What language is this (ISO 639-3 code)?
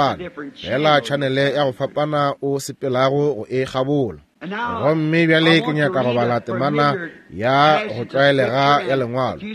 nso